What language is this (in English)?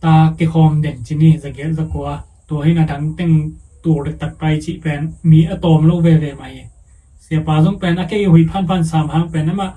Tedim Chin